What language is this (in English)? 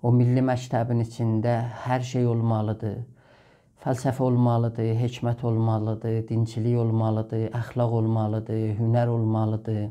South Azerbaijani